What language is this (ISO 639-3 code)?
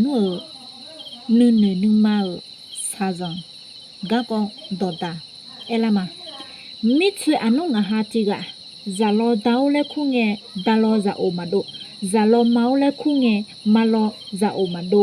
ahk